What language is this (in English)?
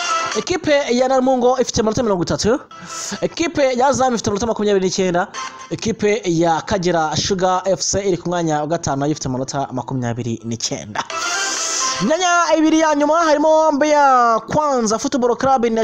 Kinyarwanda